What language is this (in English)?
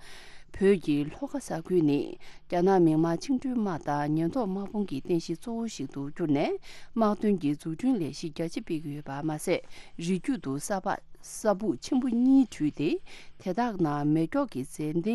Tibetan